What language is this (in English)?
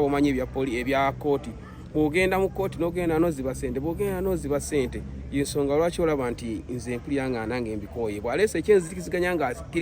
Ganda